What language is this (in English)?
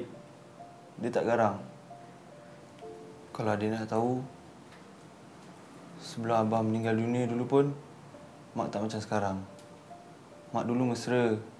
Malay